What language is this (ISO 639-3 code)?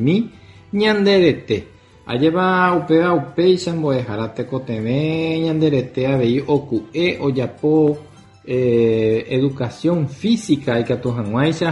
grn